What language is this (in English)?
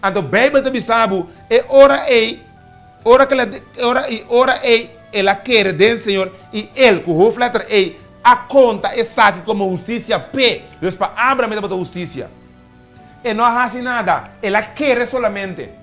Papiamento